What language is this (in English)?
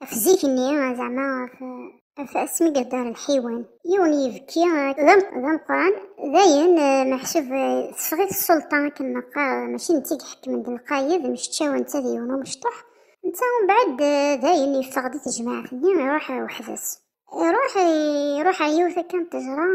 Kabyle